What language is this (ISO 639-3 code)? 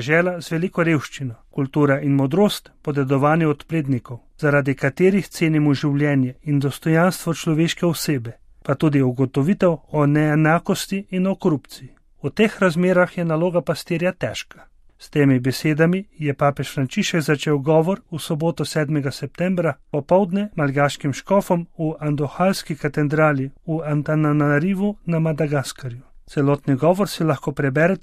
slv